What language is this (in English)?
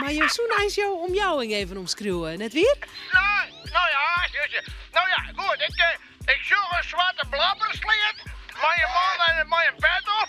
Western Frisian